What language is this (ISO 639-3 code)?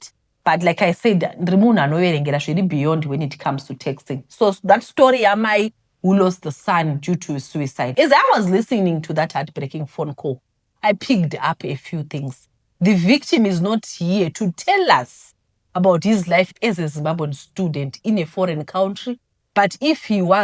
sna